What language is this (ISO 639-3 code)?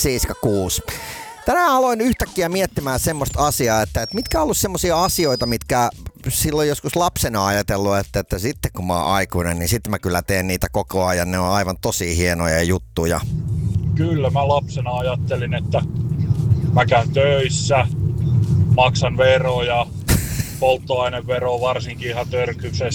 fin